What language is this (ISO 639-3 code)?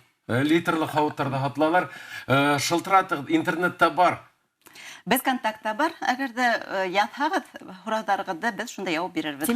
bak